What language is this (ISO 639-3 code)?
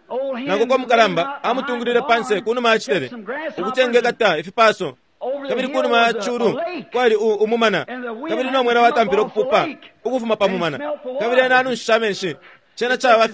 bem